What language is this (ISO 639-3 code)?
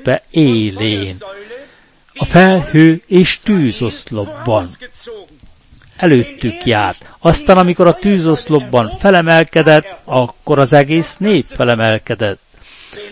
hun